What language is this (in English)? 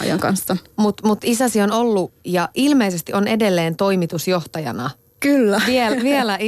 Finnish